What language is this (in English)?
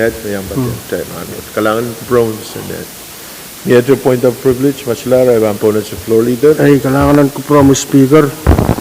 Pohnpeian